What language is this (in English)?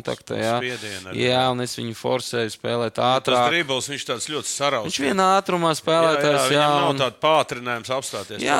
Latvian